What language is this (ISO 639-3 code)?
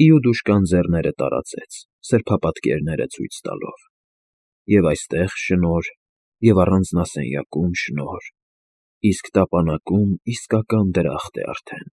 hye